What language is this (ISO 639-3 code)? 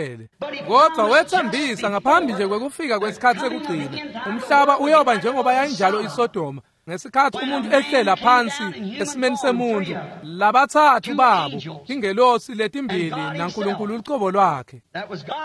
ssw